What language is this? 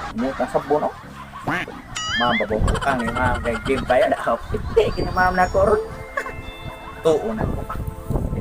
Cebuano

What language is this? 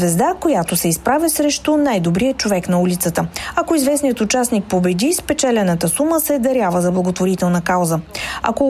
Bulgarian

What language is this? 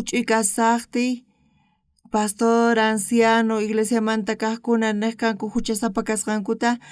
South Bolivian Quechua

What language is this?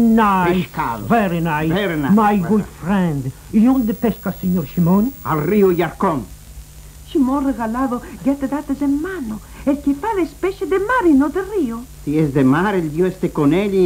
Ladino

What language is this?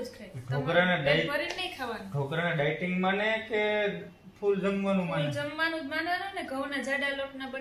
Gujarati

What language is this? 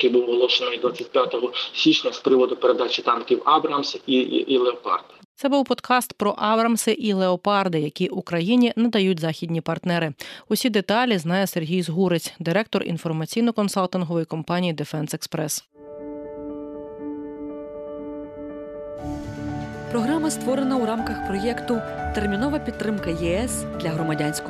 Ukrainian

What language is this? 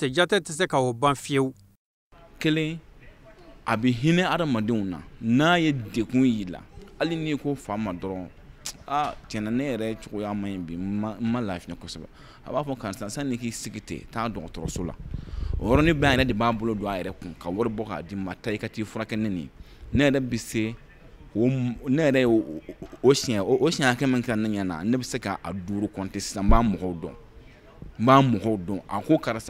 Bambara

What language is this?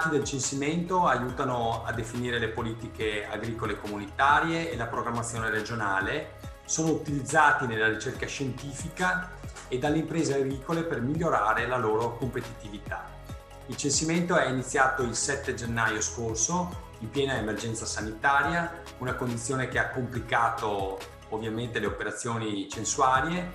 Italian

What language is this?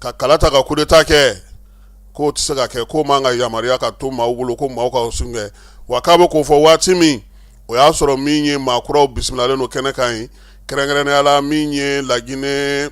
Bambara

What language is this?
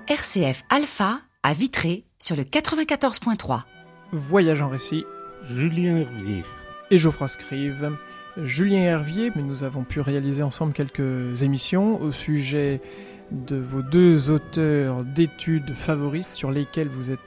French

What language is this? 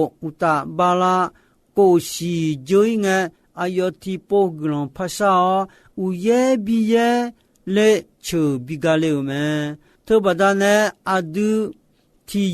Akha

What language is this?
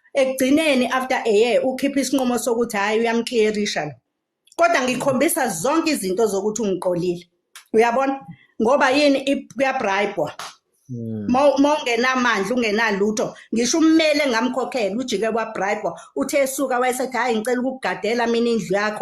Zulu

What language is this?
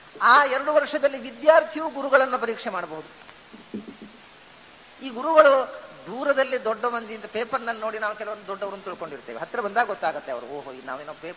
Kannada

